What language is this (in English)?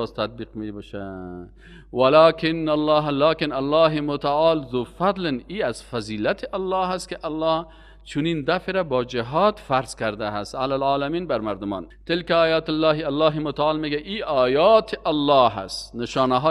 Persian